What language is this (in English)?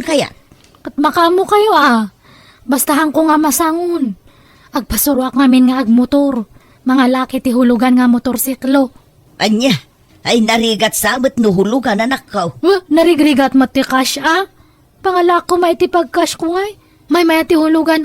Iloko